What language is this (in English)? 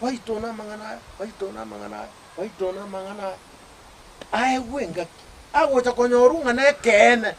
Gusii